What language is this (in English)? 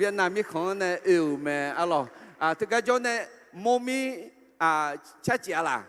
Akha